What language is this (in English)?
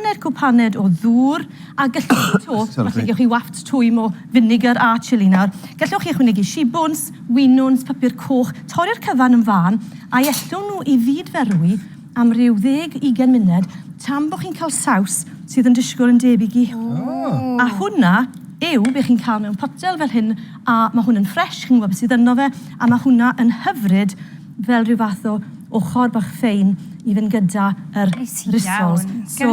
Welsh